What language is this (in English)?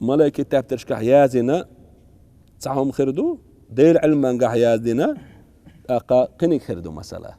Chechen